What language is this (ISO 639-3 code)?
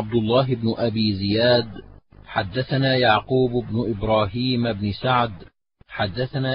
ara